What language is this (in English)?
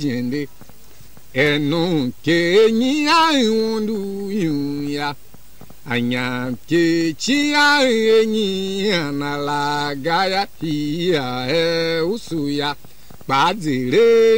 Tiv